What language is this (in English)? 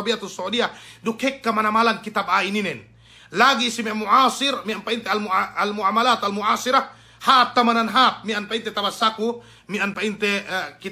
Yakan